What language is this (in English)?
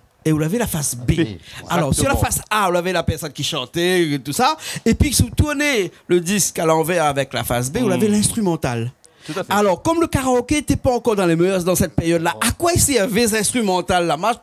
Réunion Creole French